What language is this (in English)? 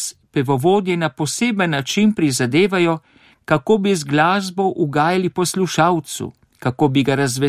Slovenian